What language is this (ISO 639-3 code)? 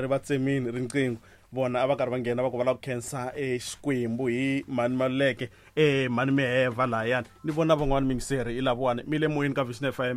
tso